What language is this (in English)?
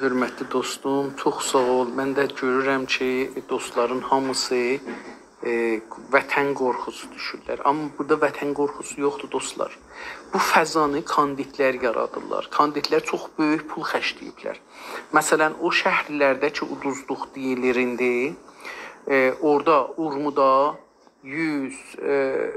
South Azerbaijani